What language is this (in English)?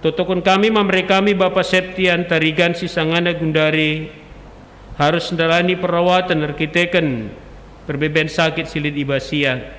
Batak Karo